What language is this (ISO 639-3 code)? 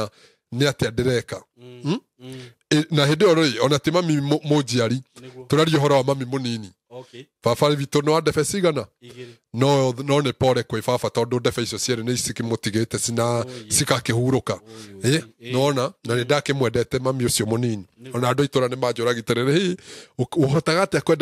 kik